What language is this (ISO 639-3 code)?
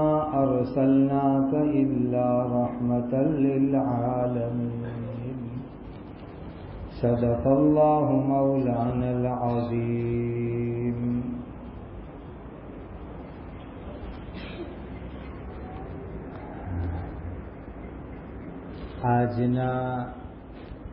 guj